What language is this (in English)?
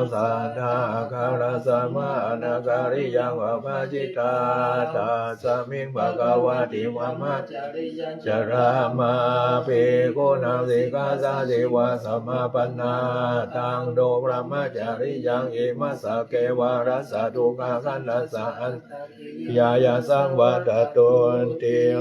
Pali